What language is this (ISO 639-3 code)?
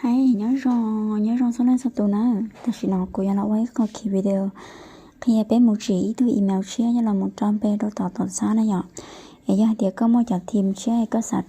hmn